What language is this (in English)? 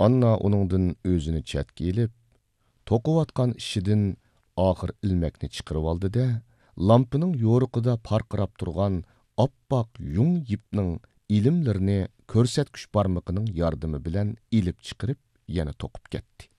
Uyghur